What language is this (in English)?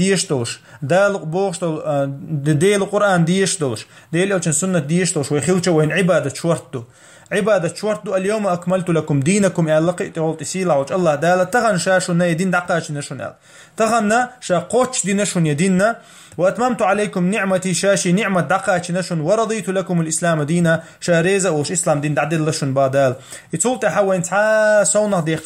Chechen